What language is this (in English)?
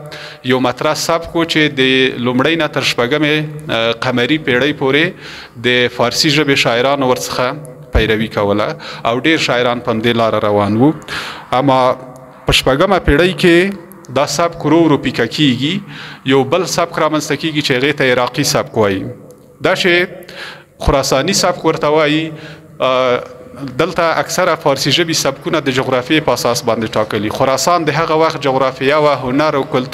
Pashto